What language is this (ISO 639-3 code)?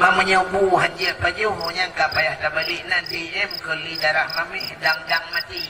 ace